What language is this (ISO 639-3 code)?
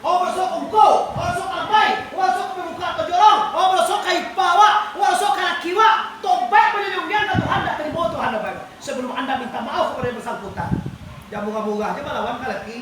min